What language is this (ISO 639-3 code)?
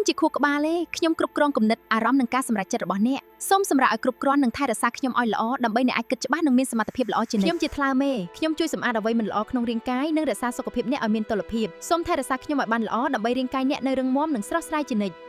khm